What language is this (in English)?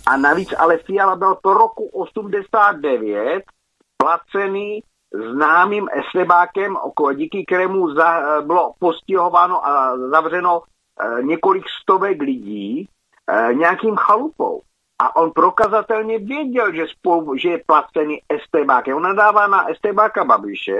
Czech